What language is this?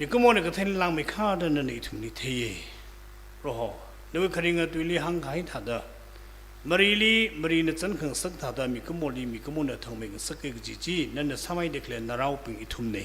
Tangkhul Naga (India)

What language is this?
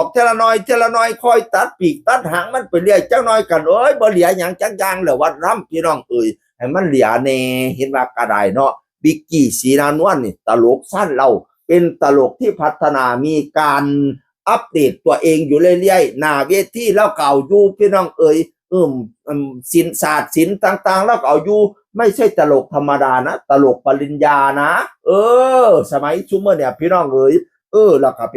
Northeastern Thai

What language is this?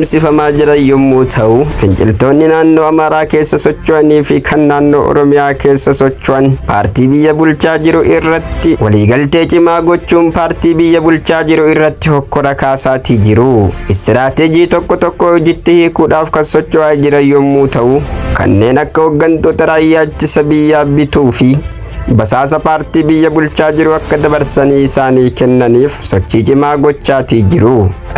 Oromo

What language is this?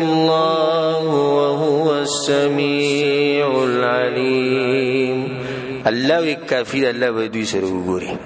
Pashto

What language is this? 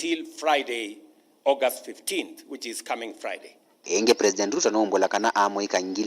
Kamba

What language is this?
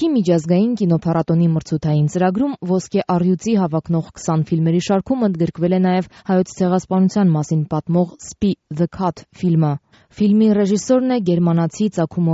Armenian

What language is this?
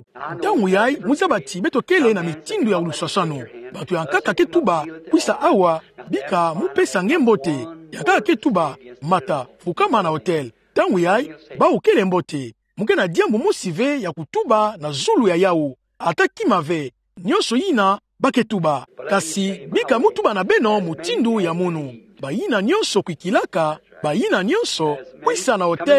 Kituba (Democratic Republic of Congo)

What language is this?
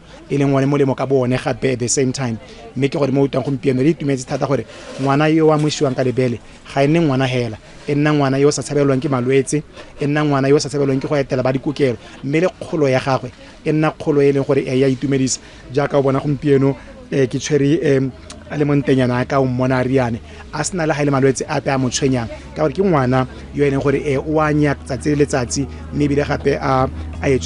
Tswana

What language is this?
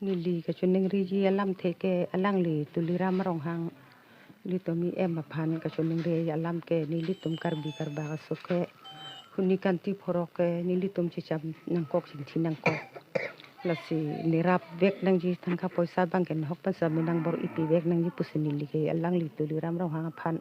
Karbi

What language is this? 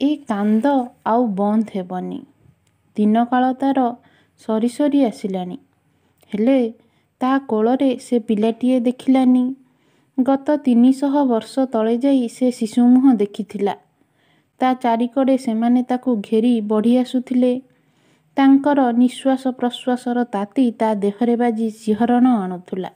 Odia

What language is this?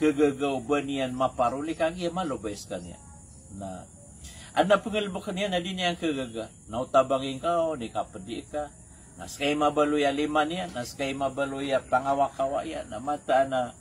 Maranao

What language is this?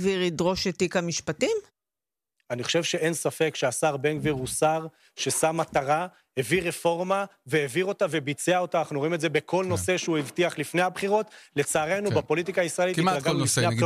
Hebrew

